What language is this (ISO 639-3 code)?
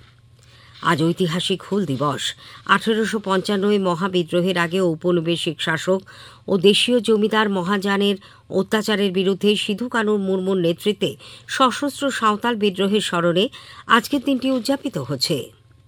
ben